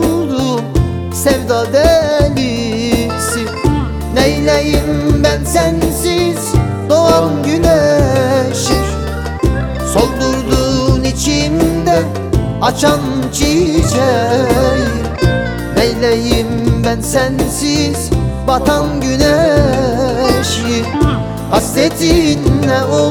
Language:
Turkish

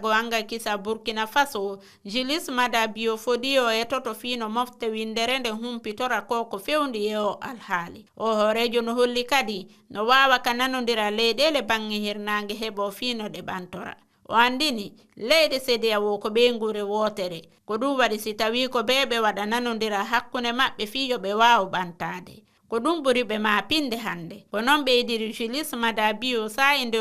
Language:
Fula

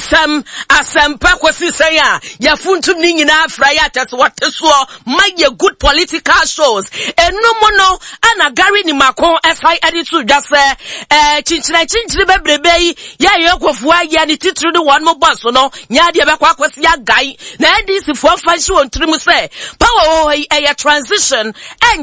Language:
Akan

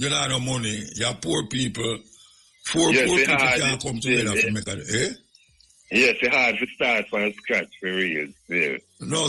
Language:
Jamaican Creole English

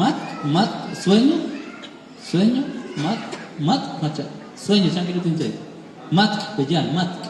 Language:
Kekchí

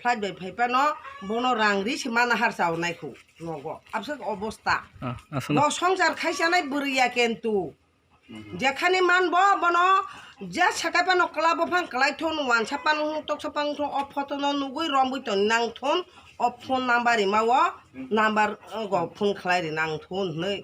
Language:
Kok Borok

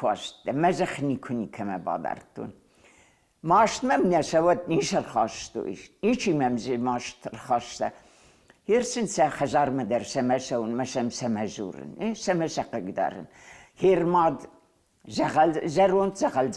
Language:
Ossetic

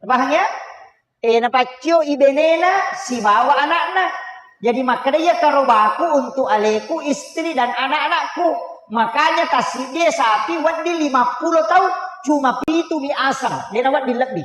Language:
Buginese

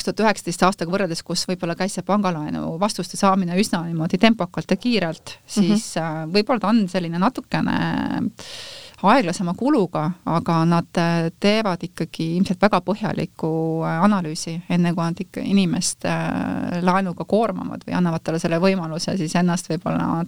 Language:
Estonian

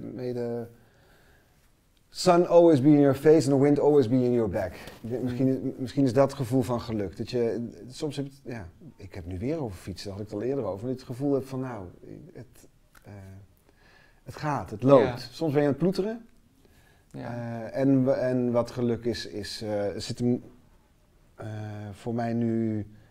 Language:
Dutch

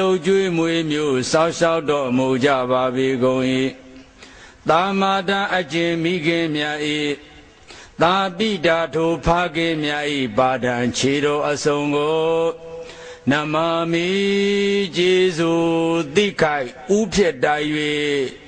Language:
Burmese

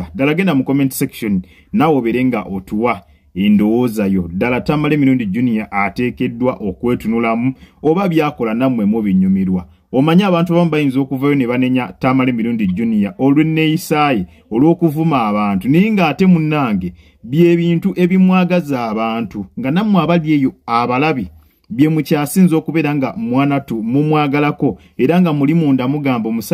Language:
Ganda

